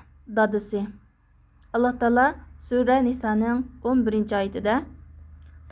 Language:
Uyghur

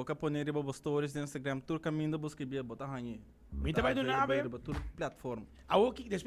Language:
Papiamento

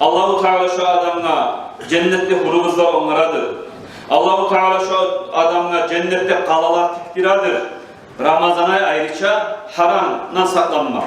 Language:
Kumyk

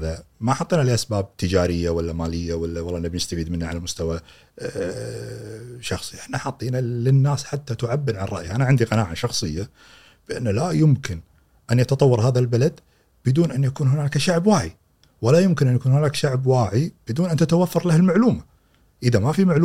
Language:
Gulf Arabic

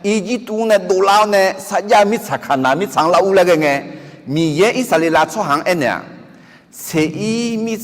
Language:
Akha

